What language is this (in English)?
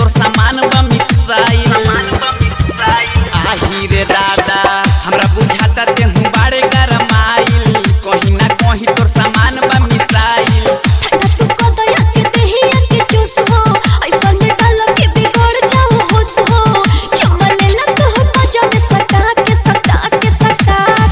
Bhojpuri